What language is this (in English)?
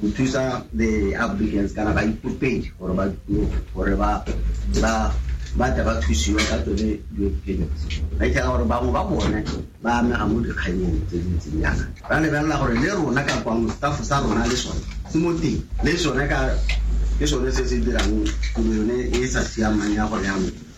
Tswana